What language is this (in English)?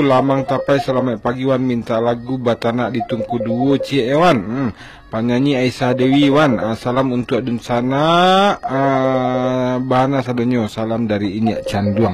Minangkabau